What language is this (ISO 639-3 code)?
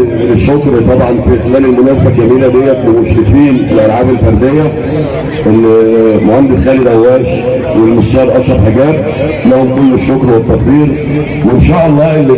arz